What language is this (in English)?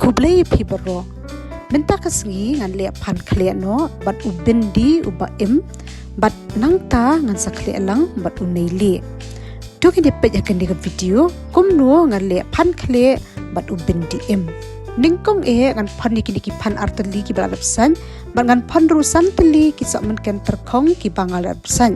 Khasi